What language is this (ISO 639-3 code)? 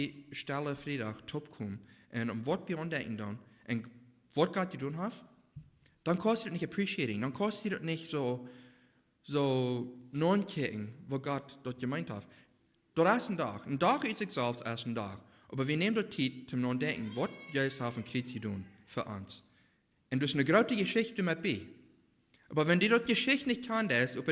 pdt